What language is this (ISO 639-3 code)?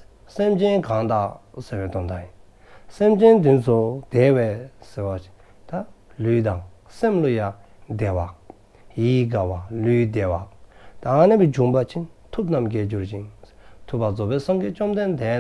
dzo